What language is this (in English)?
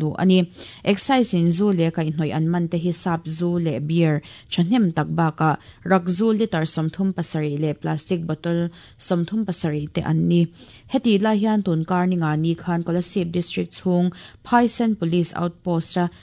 Mizo